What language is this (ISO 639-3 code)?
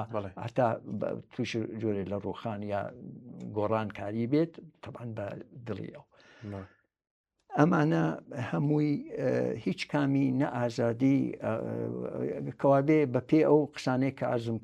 ckb